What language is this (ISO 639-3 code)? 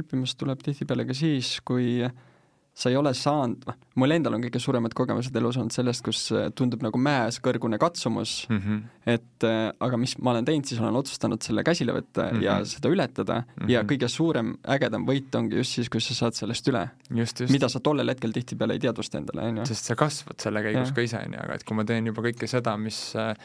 est